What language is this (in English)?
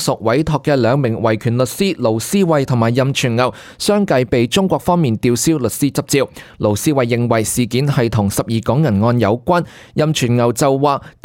Cantonese